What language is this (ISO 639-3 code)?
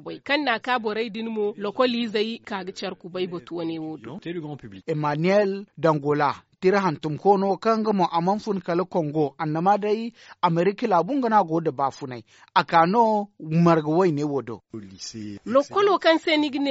dje